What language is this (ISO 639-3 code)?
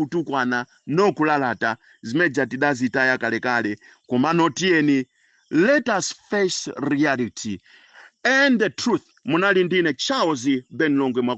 nya